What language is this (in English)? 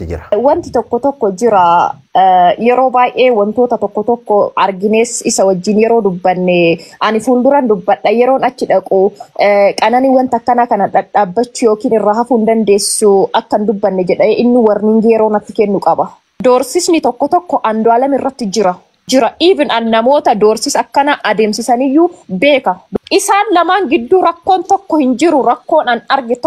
Oromo